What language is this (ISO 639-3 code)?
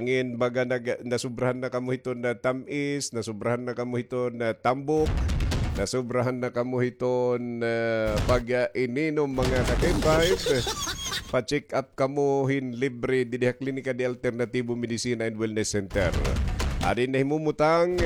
war